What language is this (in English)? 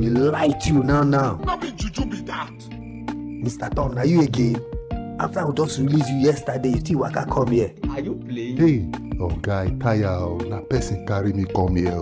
Nigerian Pidgin